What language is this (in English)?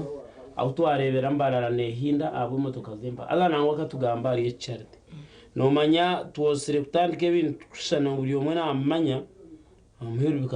Nyankole